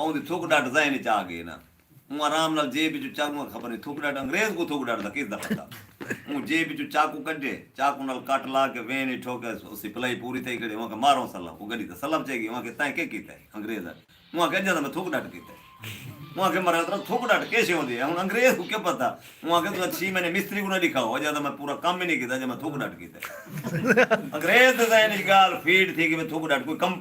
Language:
Saraiki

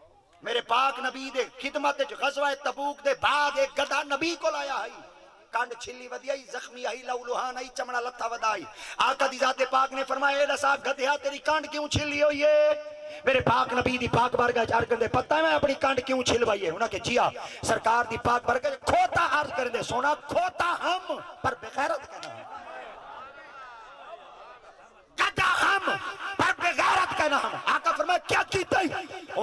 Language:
Saraiki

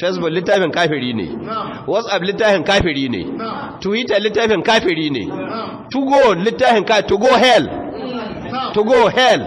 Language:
Hausa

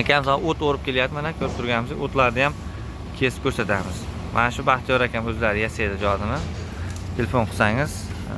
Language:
Uzbek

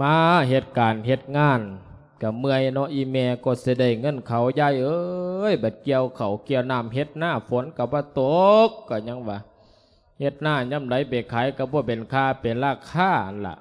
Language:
Lao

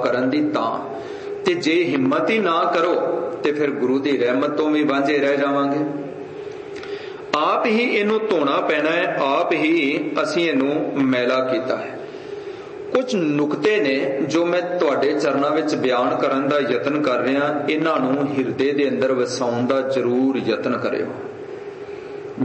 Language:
Punjabi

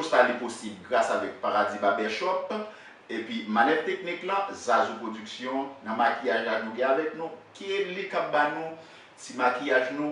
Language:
Haitian Creole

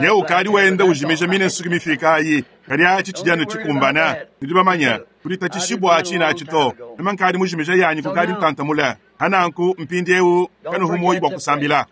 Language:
Luba-Lulua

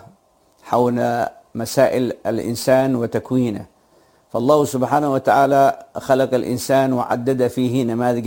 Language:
Arabic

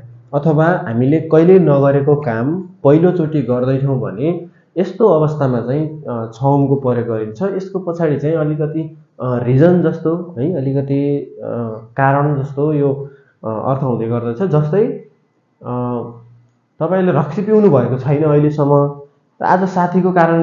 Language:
Nepali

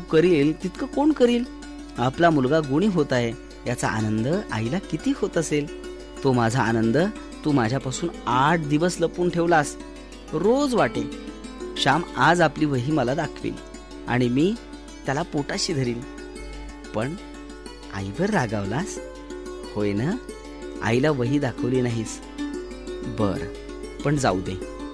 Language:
Marathi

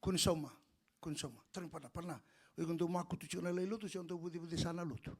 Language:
Fijian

